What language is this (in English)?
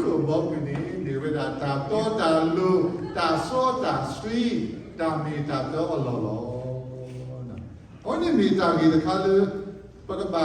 S'gaw Karen